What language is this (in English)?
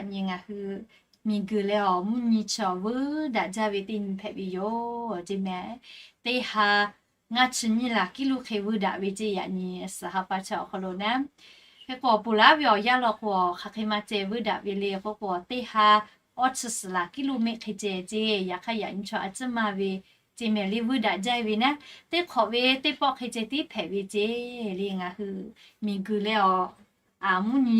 Lahu